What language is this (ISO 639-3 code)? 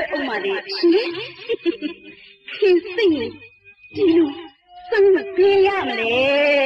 mya